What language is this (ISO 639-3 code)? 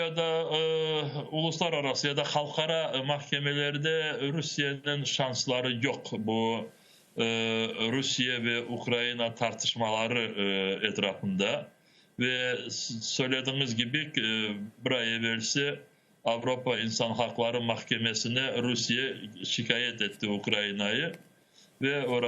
crh